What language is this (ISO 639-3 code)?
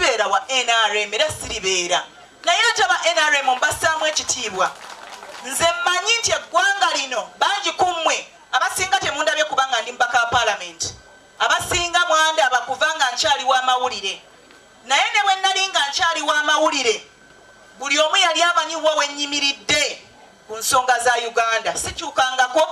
lug